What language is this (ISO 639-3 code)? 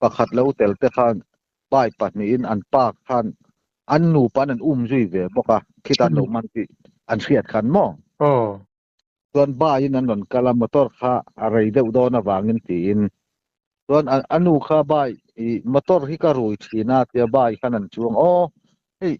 cnh